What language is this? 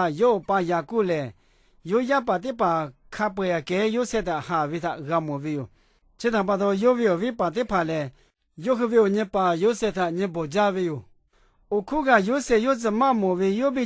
Lahu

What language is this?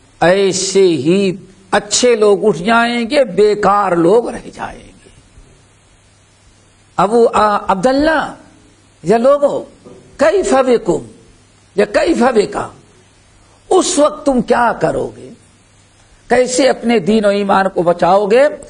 Urdu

